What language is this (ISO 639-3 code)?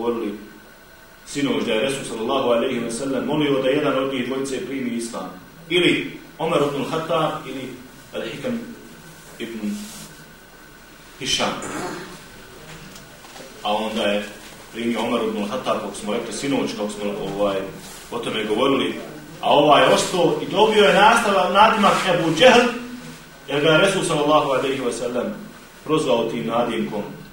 bos